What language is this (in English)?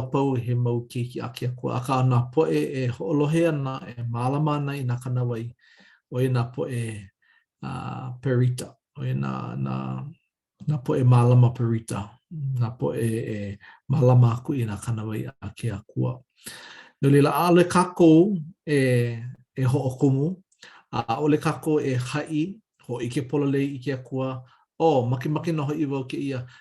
Hawaiian